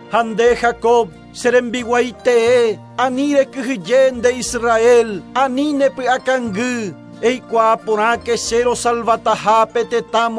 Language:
Guarani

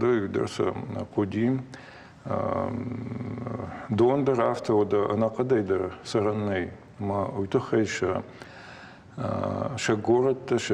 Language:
Ossetic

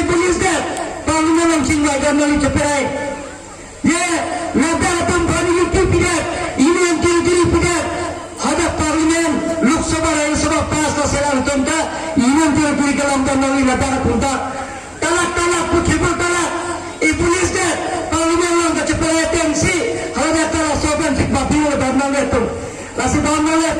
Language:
Karbi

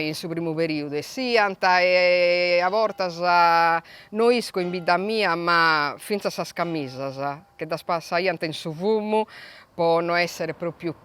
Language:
Sardinian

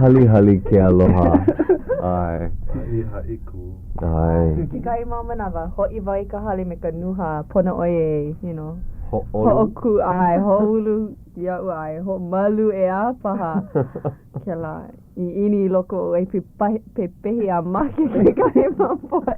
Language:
Hawaiian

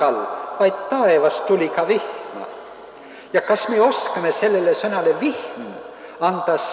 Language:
Estonian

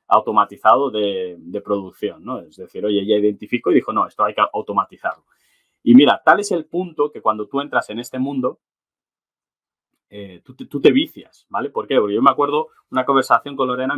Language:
Spanish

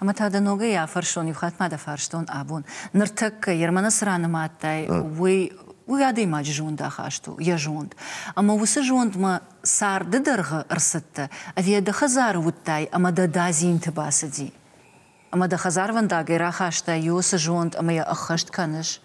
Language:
Ossetic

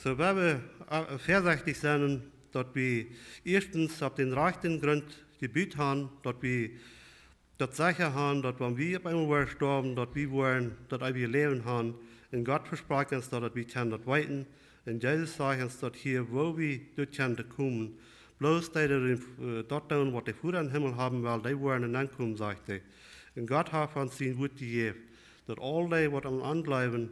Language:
Plautdietsch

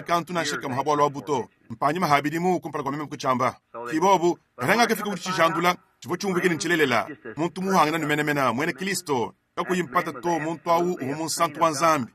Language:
Luba-Lulua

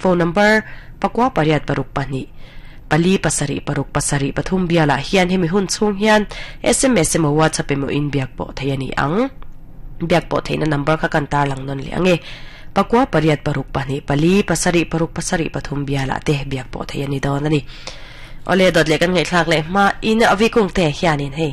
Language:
Mizo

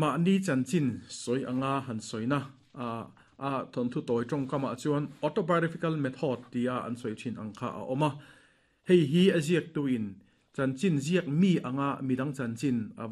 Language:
Mizo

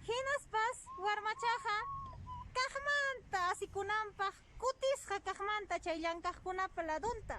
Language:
Quechua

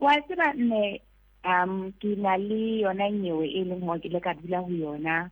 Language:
Southern Sotho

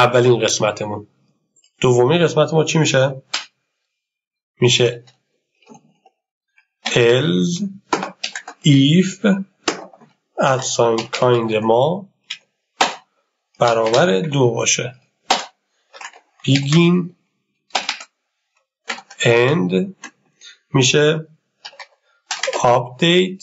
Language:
Persian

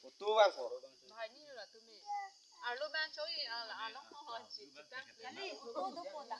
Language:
Karbi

